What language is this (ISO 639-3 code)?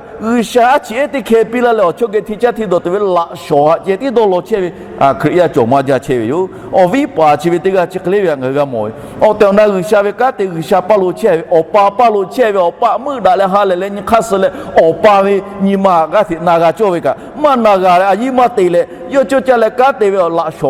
lhu